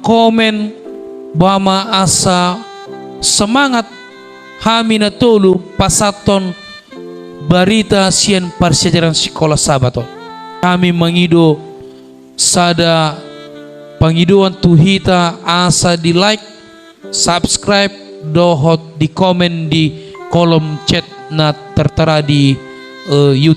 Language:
Batak Toba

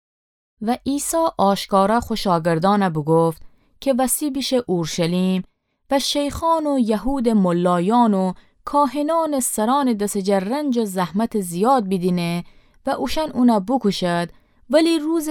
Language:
Gilaki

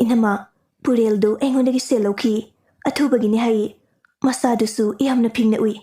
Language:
Manipuri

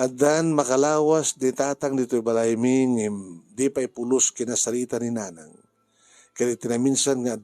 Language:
Iloko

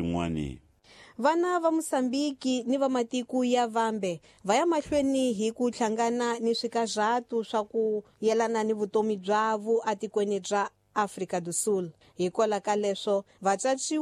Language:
Tsonga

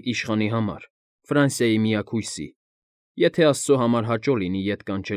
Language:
Armenian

